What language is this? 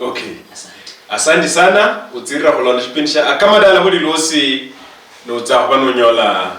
Luyia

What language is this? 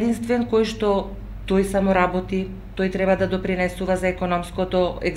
Macedonian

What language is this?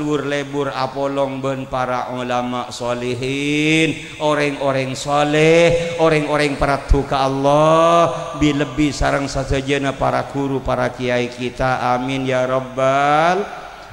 Madurese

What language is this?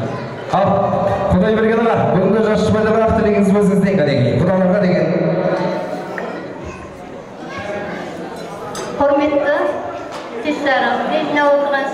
Kazakh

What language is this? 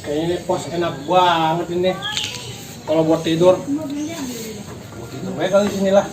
Betawi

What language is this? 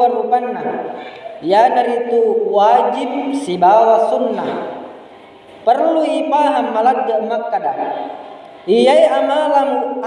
Buginese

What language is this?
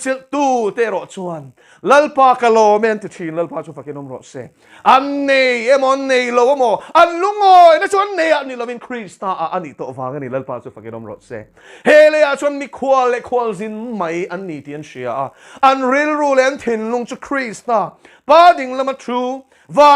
Mizo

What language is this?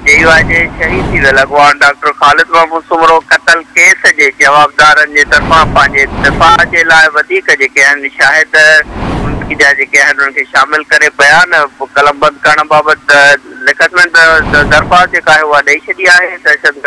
Sindhi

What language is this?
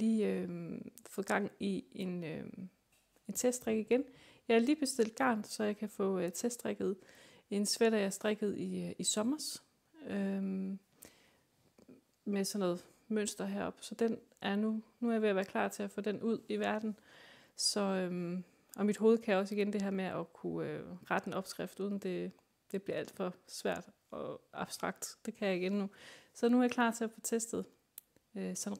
Danish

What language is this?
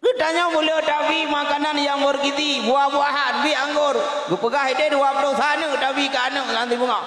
Achinese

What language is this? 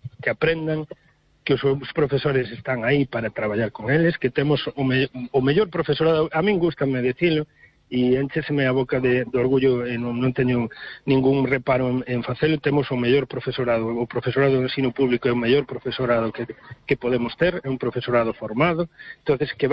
Galician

